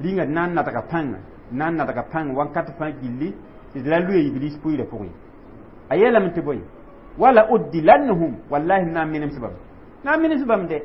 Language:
Mossi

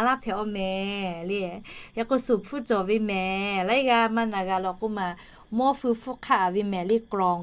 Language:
Lahu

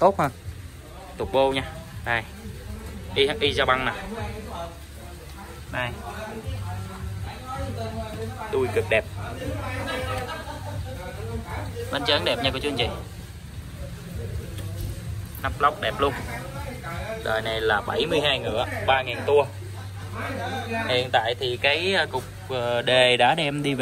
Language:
Vietnamese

